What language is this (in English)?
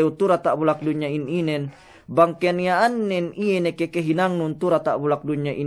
Yakan